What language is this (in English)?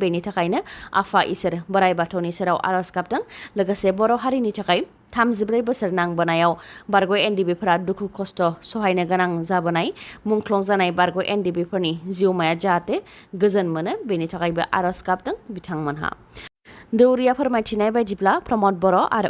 Bodo